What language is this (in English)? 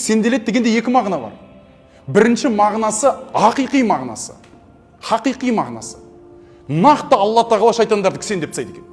Kazakh